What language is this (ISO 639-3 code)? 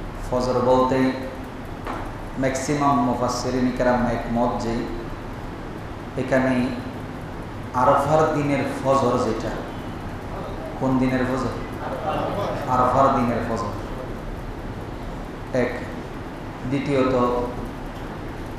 ben